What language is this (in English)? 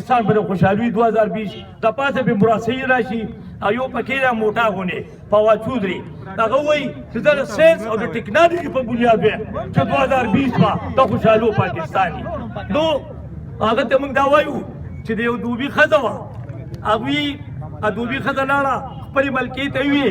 Pashto